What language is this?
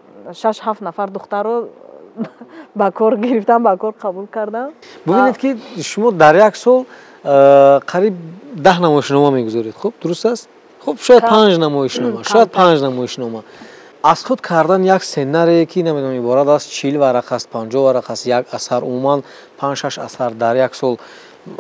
Tajik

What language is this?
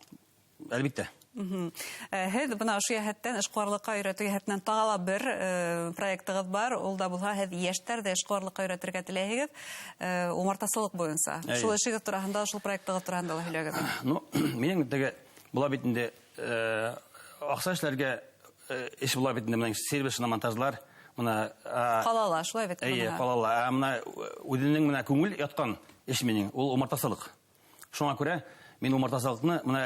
Bashkir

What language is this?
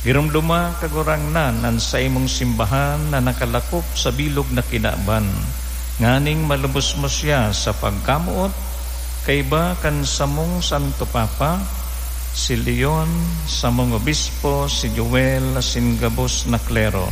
Bikol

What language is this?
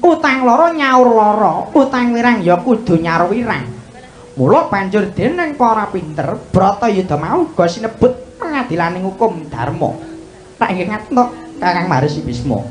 Javanese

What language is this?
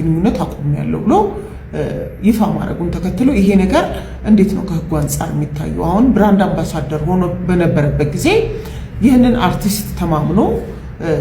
Amharic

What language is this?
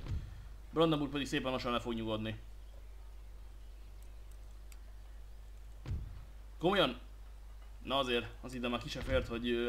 Hungarian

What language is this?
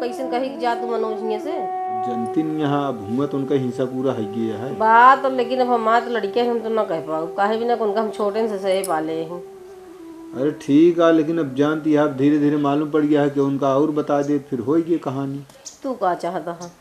Awadhi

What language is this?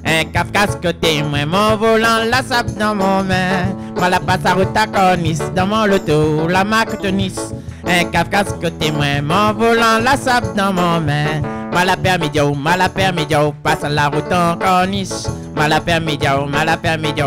Réunion Creole French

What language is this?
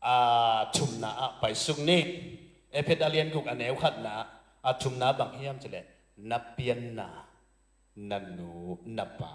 Tedim Chin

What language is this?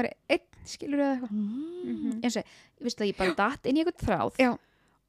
Icelandic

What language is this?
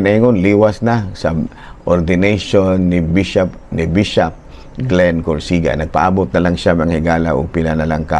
Cebuano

